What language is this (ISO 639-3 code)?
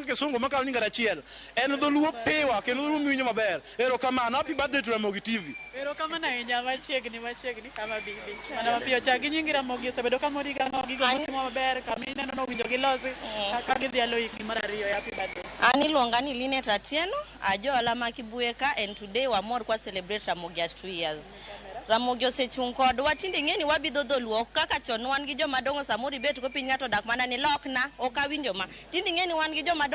luo